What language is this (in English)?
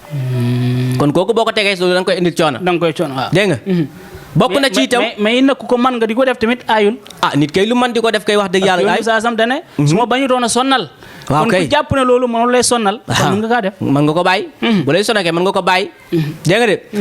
Wolof